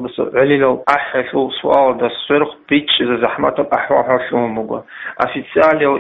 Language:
Avaric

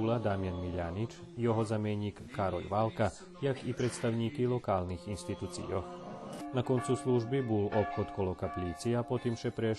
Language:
Rusyn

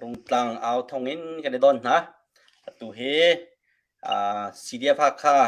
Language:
Hakha Chin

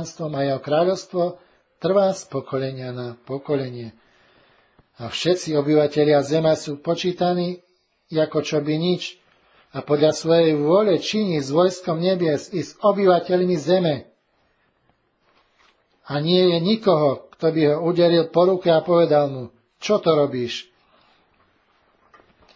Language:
Slovak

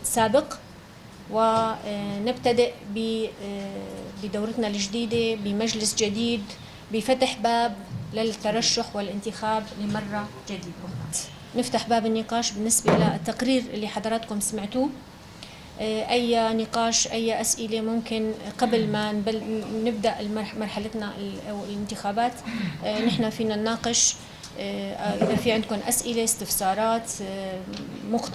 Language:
North Levantine Arabic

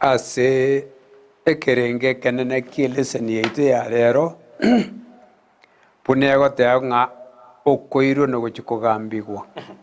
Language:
Gusii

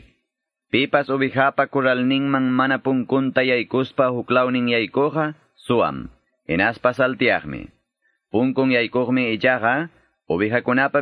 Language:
Quechua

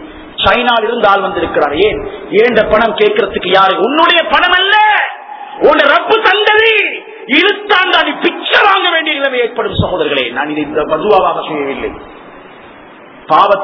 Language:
Tamil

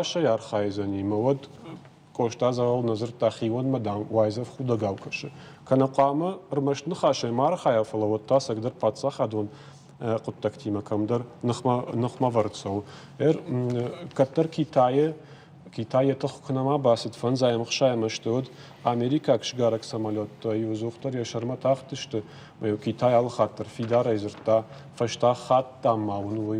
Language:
Ossetic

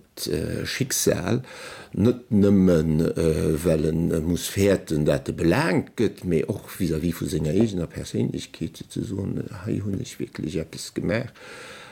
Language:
Luxembourgish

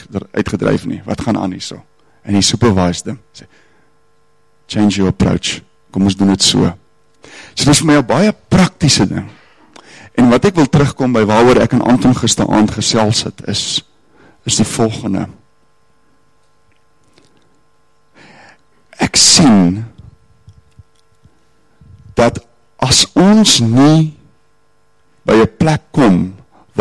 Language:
Afrikaans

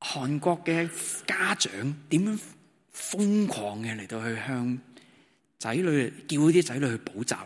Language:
Cantonese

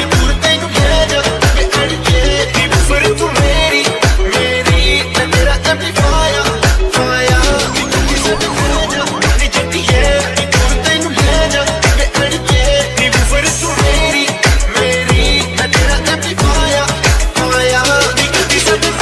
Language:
Punjabi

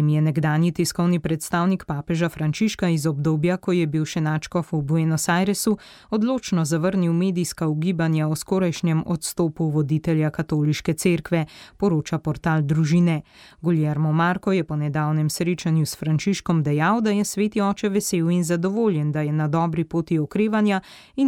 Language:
Slovenian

